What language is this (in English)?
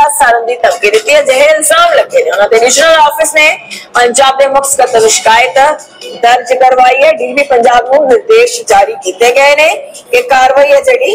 Punjabi